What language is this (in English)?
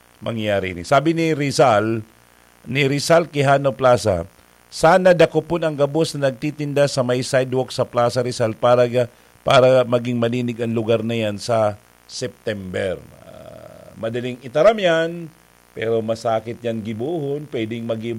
Bikol